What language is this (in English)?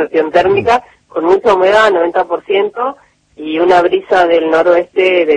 Spanish